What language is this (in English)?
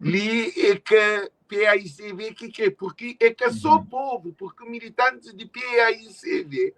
Kabuverdianu